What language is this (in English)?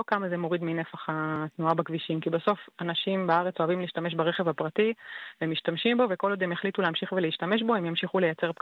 Hebrew